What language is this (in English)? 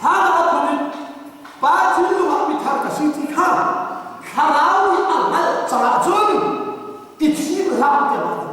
Hakha Chin